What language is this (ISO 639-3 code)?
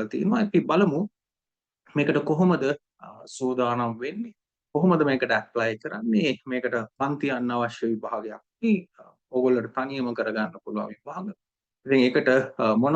sin